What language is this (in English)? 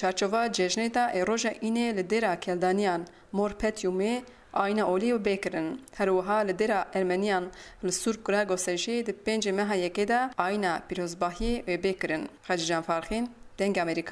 Kurdish